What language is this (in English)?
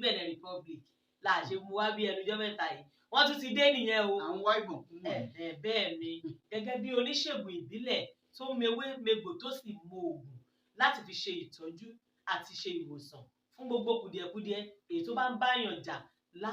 Yoruba